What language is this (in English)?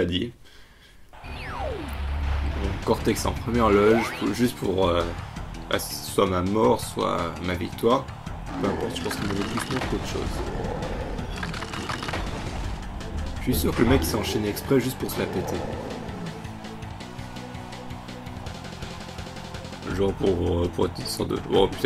French